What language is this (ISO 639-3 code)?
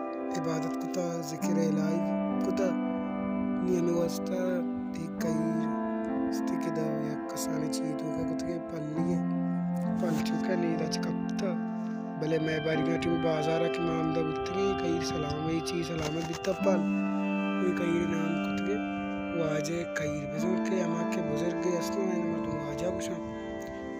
bal